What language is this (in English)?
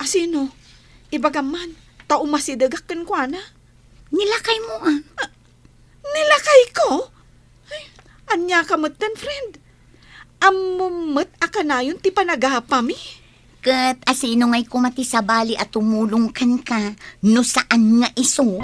Iloko